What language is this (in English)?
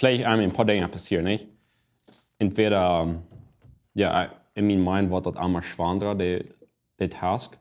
Plautdietsch